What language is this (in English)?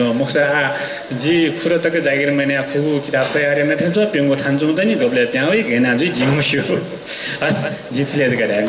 Newari